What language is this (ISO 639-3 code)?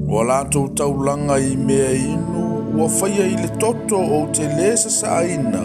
smo